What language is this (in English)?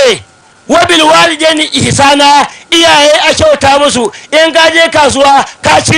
Hausa